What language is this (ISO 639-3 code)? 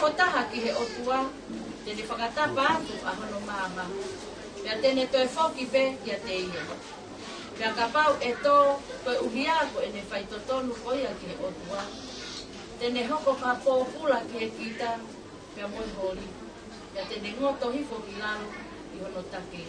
ton